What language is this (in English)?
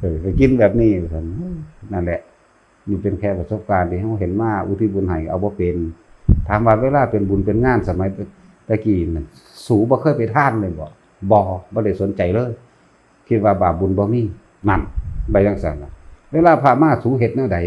Northeastern Thai